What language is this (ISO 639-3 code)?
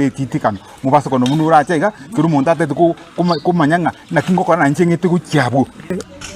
guz